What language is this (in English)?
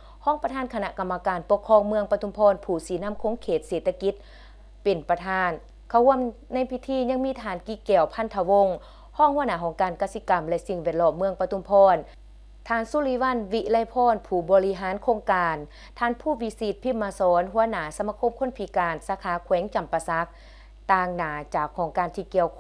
Lao